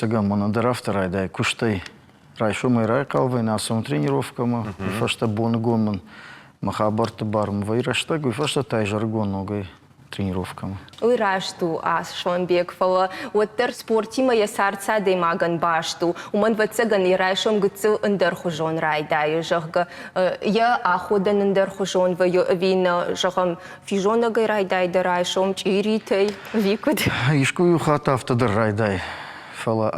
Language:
Ossetic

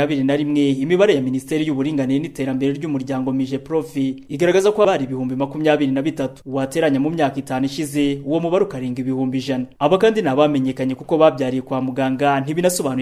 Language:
Kinyarwanda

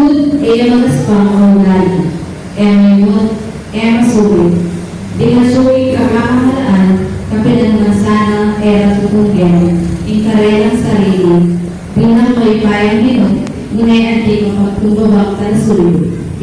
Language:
Pampanga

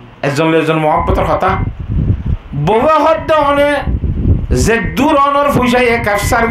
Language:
Rohingya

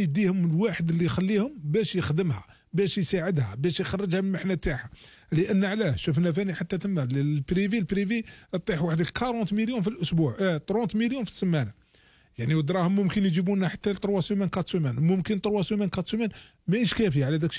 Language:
Algerian Arabic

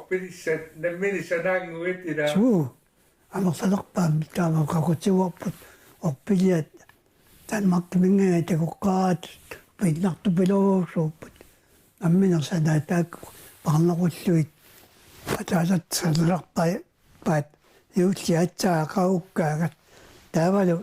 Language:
Kalaallisut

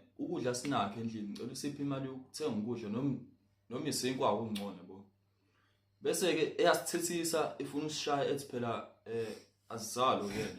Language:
Zulu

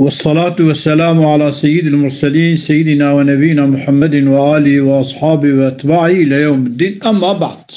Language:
Kurdish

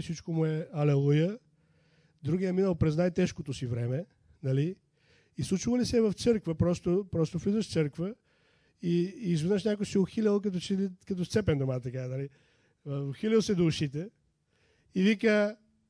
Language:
Bulgarian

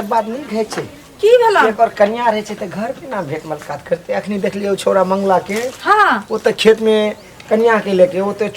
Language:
Maithili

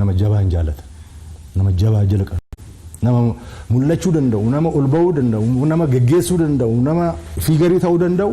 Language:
Oromo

